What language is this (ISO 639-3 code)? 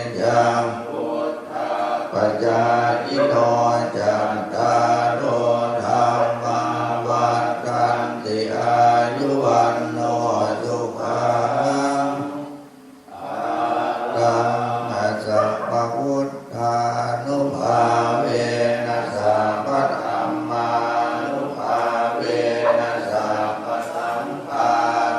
pli